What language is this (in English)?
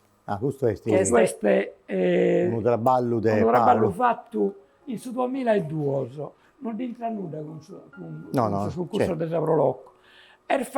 Sardinian